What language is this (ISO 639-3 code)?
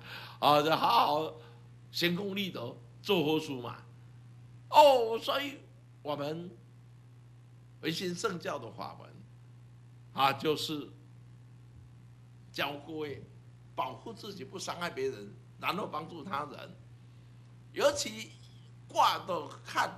zho